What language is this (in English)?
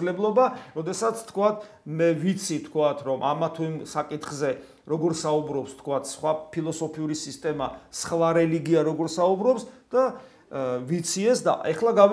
Georgian